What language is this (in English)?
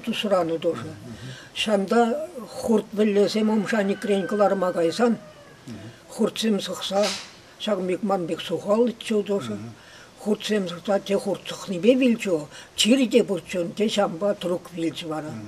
Chuvash